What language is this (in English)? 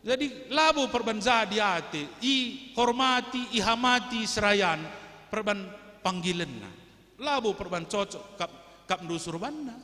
Batak Karo